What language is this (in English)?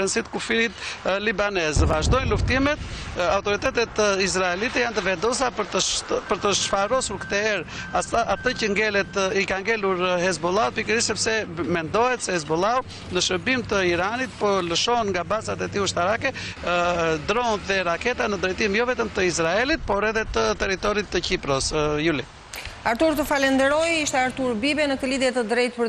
Albanian